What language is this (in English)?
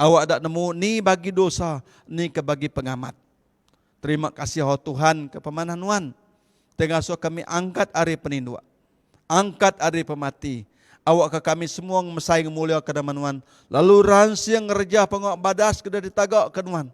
Iban